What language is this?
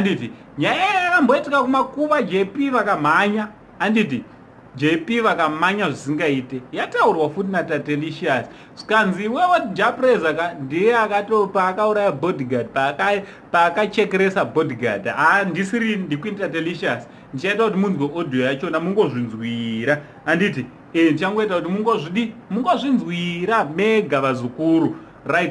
Shona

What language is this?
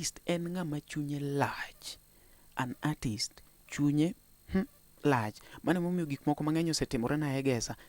Luo (Kenya and Tanzania)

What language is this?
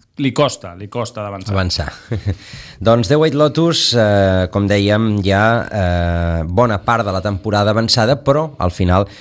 Catalan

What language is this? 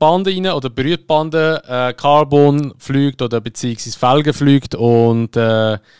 Swiss German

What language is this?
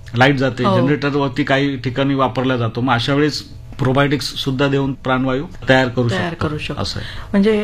Marathi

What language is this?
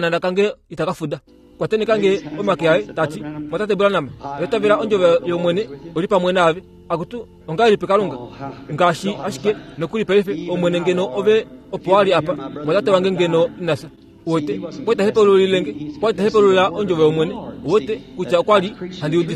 Kuanyama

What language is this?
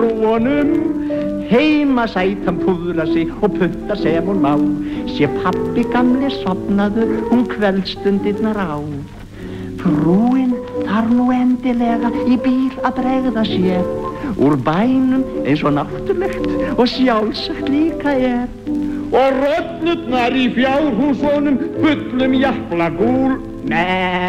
Icelandic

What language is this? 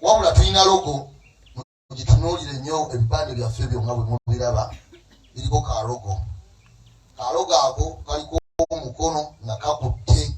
Ganda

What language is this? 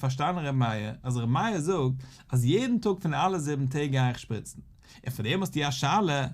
Yiddish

